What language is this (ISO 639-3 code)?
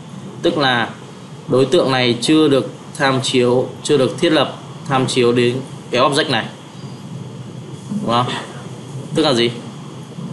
vie